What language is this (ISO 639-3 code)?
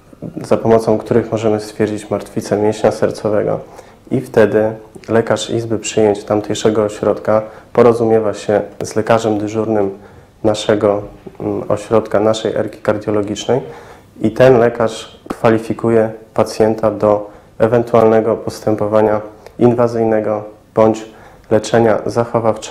pol